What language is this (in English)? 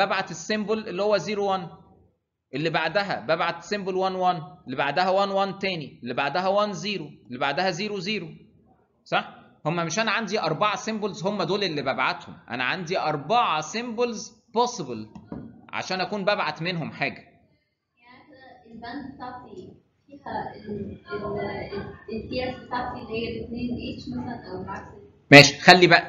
Egyptian Arabic